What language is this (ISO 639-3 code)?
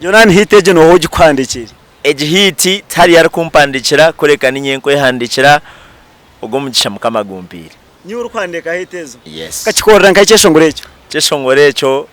nyn